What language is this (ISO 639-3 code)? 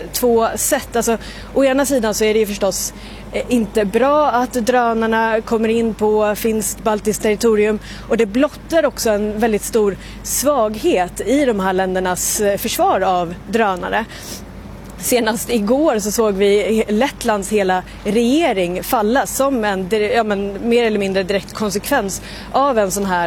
swe